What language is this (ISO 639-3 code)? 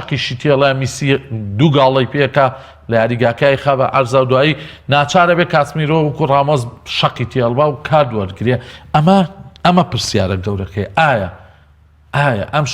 ckb